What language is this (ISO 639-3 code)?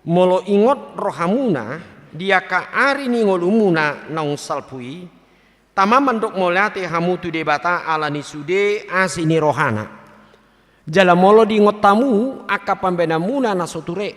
bbc